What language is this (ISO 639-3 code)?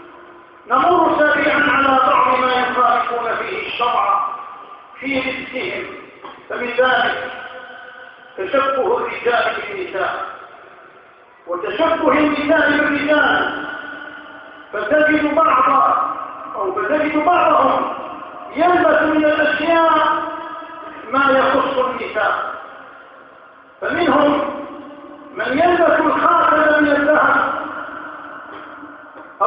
ara